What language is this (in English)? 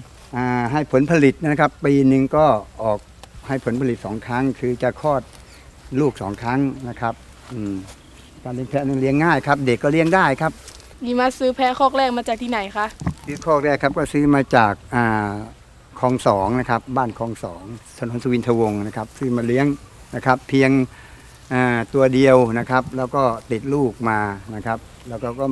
Thai